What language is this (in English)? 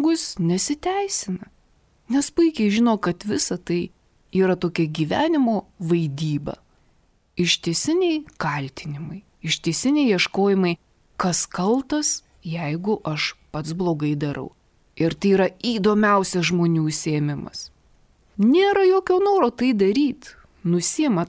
Lithuanian